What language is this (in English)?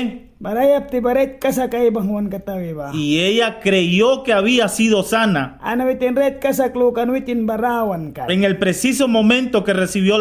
Mískito